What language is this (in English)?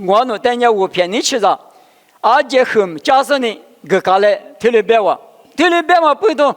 Lisu